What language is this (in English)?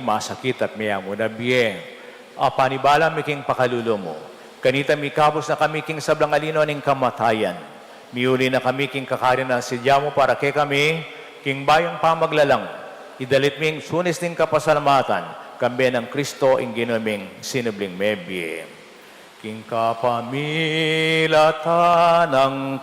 Pampanga